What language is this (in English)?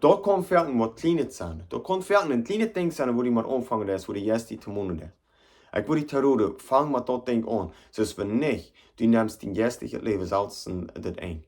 Plautdietsch